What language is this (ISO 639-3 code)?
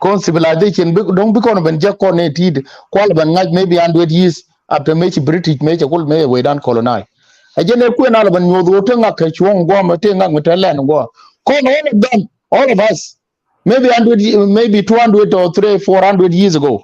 nus